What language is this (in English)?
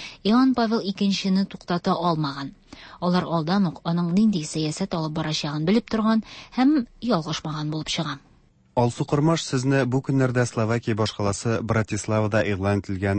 Tatar